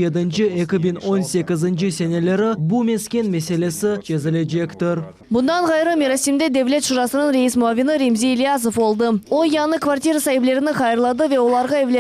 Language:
Crimean Tatar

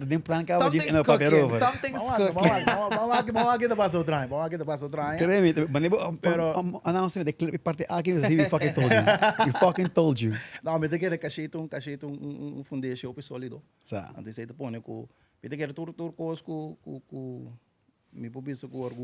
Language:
Papiamento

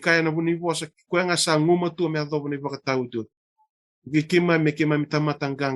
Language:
Fijian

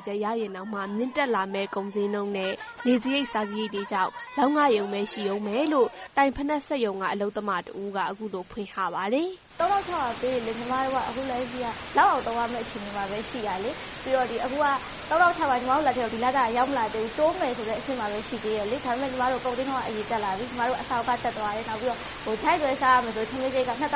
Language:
Burmese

